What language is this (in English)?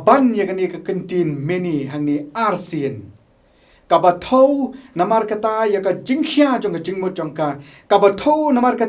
Khasi